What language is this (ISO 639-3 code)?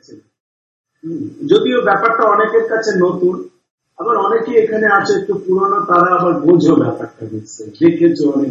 ben